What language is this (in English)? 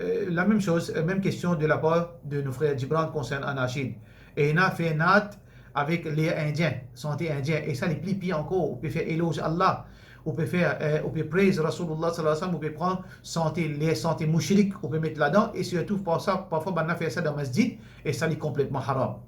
Morisyen